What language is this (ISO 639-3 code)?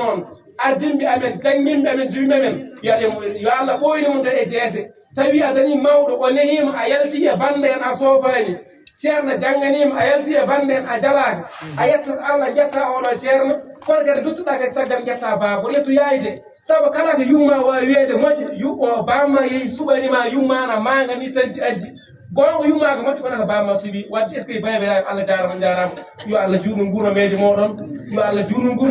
ful